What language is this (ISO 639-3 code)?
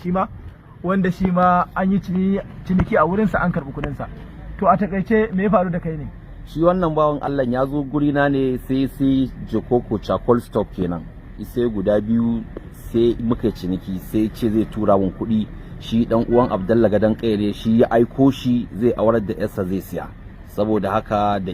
hau